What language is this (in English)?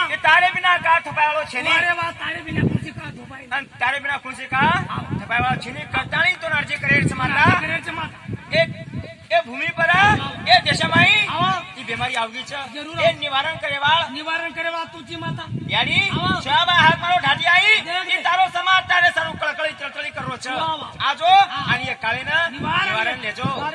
Lambadi